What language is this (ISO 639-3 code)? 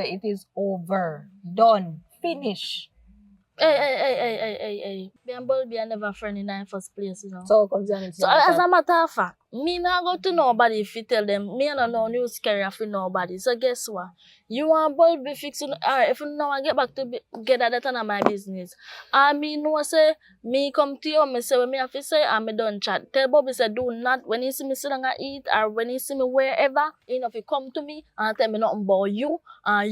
jam